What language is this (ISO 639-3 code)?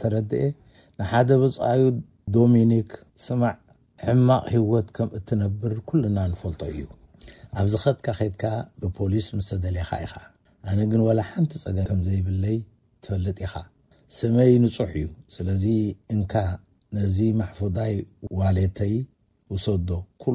tir